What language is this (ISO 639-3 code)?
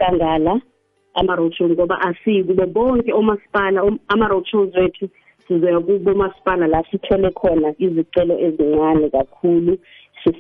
nbl